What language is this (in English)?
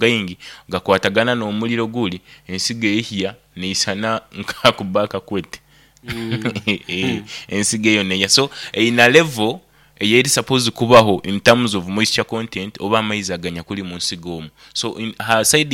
Nyoro